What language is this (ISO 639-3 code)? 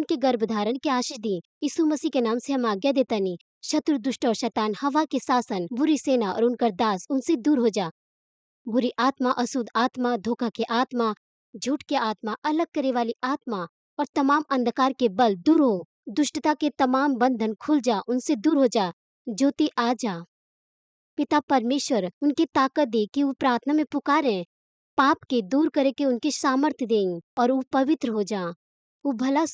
bho